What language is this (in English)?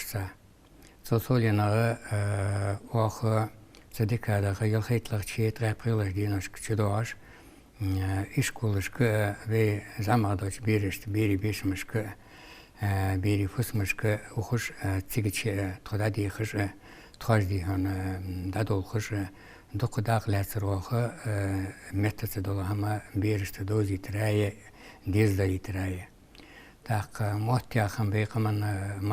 Ingush